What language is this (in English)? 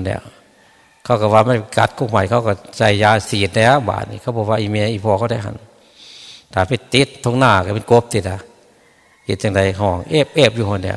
Northeastern Thai